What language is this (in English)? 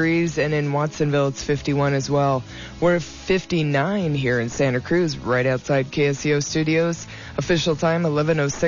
English